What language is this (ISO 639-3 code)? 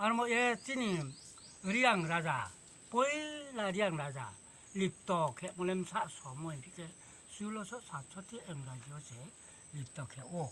ria